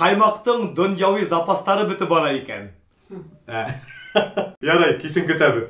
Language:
Bashkir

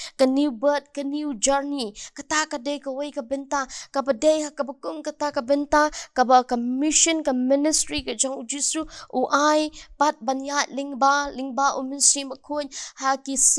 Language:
Khasi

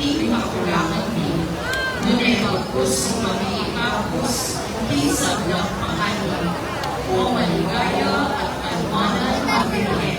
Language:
Pampanga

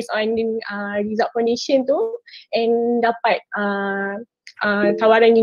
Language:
Malay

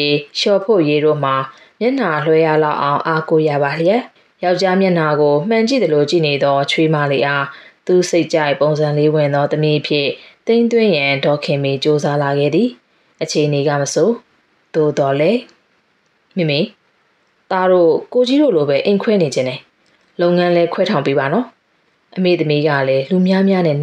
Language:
Burmese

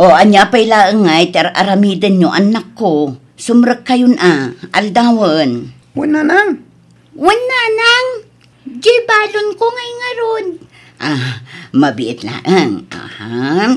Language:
Iloko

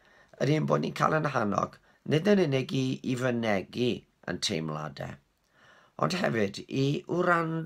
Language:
Welsh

